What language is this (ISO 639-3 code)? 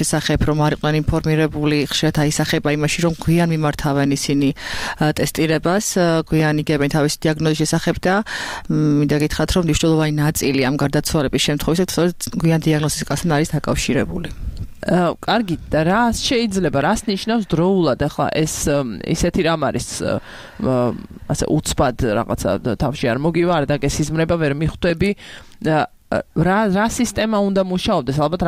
kat